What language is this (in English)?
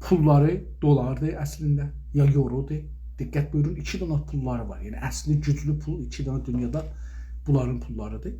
South Azerbaijani